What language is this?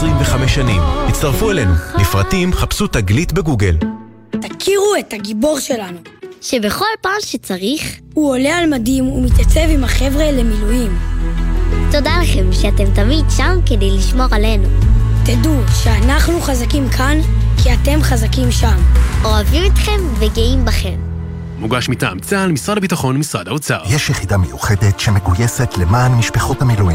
Hebrew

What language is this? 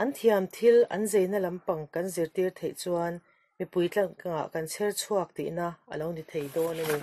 Mizo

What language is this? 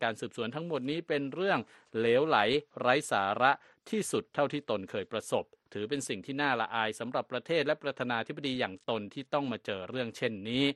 Thai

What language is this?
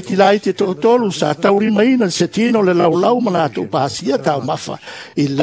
Samoan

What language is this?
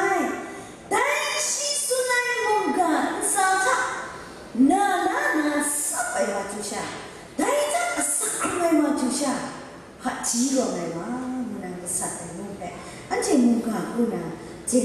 Kachin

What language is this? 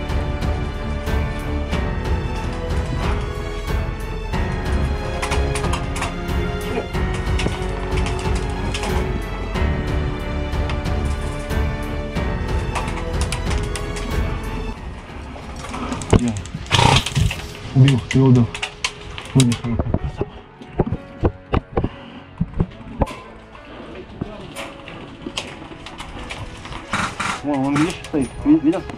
Russian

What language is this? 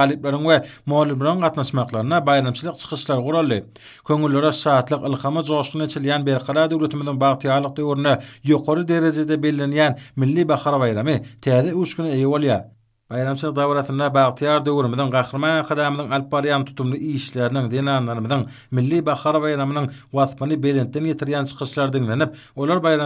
Turkmen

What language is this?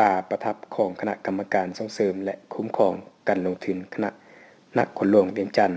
Lao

